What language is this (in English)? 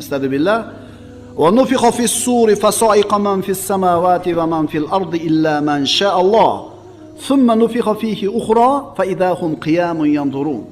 Uzbek